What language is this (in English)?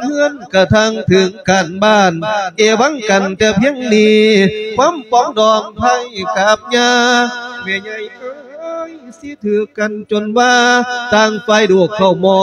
Lao